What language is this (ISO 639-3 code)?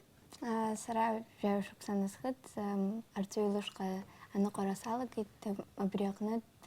abk